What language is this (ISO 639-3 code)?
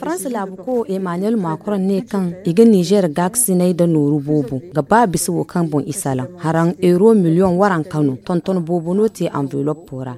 dje